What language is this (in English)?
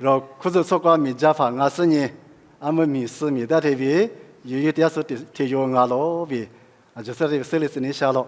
Lisu